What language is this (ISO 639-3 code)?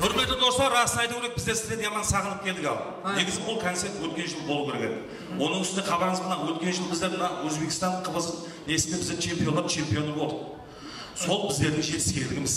kaa